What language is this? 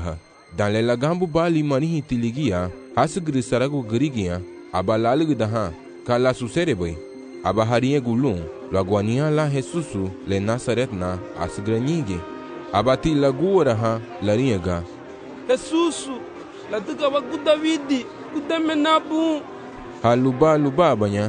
Garifuna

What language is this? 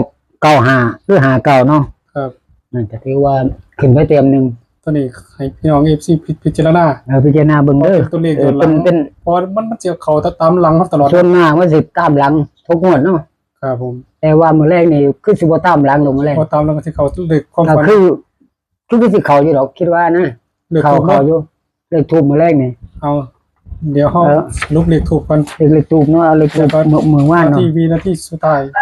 Northeastern Thai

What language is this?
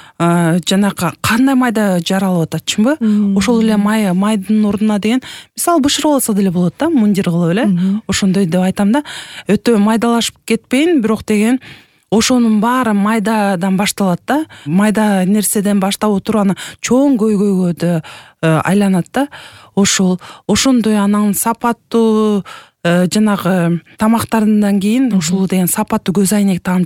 Kyrgyz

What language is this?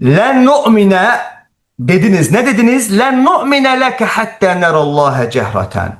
Azerbaijani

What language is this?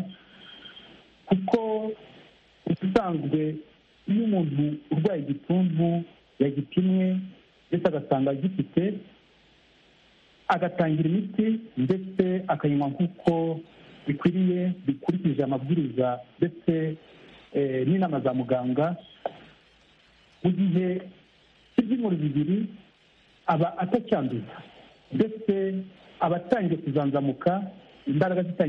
Kinyarwanda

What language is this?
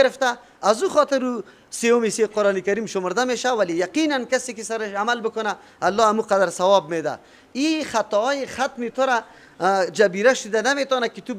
Persian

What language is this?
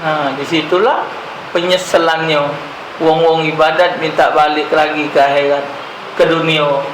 Musi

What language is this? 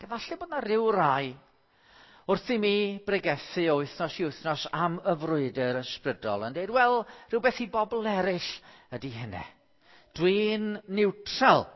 Welsh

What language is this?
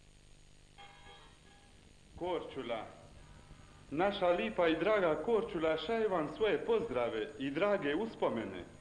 Croatian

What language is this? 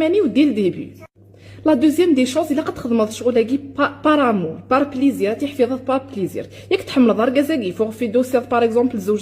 Kabyle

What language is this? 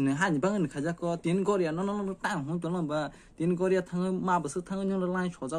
Kok Borok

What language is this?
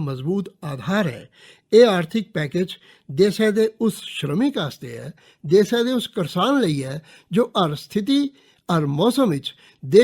Dogri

